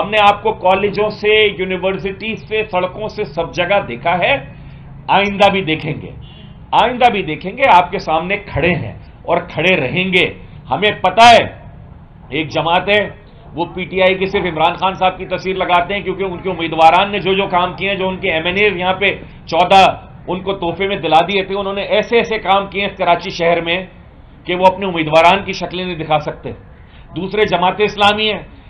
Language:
Urdu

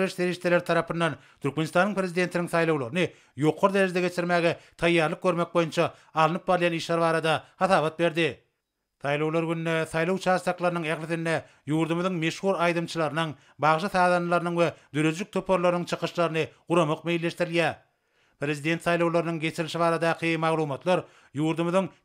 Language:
Turkmen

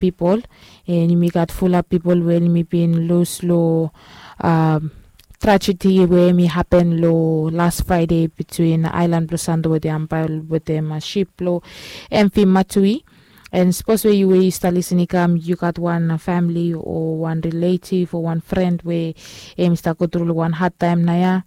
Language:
Bislama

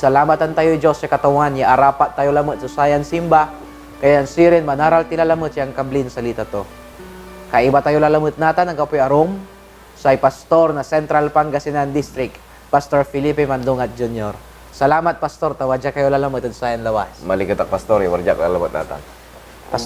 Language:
Pangasinan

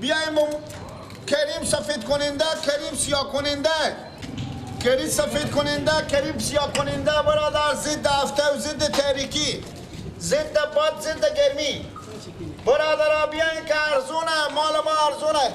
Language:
Persian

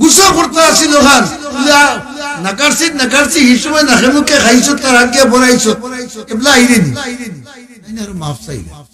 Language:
Sylheti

